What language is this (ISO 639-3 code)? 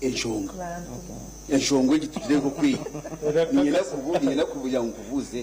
nyn